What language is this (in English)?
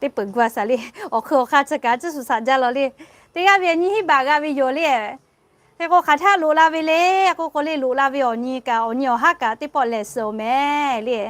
Lahu